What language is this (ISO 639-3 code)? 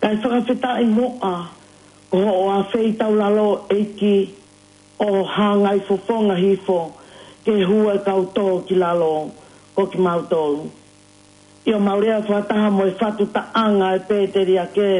ton